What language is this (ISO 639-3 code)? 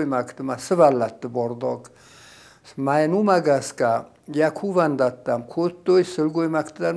oss